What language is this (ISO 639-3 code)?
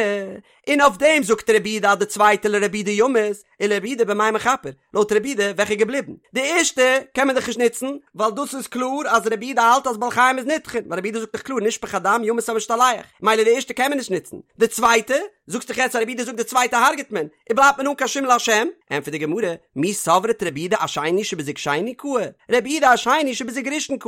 yid